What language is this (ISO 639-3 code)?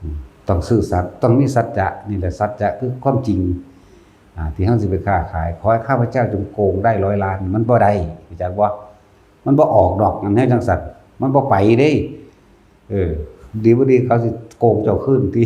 tts